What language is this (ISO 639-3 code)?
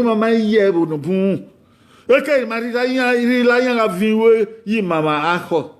bin